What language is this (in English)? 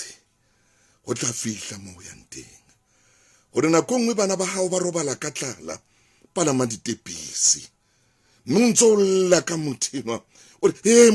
Southern Sotho